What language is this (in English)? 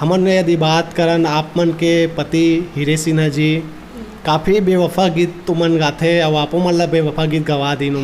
Chhattisgarhi